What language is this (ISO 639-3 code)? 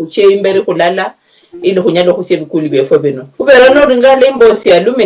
luy